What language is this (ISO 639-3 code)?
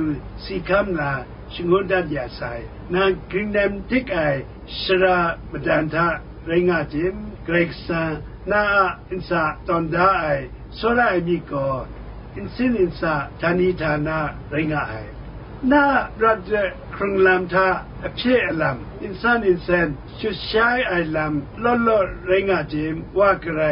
kac